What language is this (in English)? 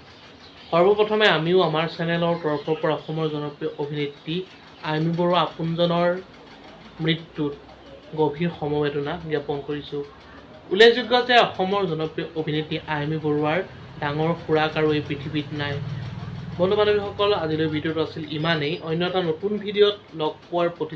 Assamese